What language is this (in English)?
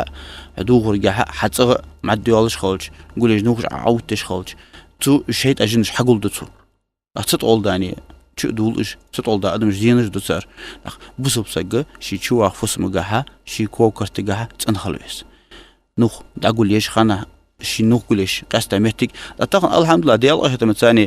Ingush